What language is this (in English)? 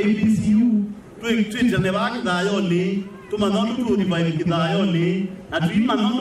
Kamba